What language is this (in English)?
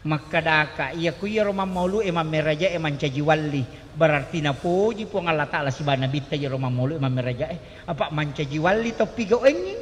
Buginese